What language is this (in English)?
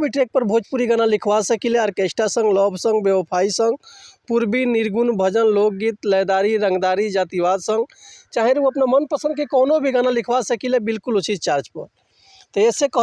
Bhojpuri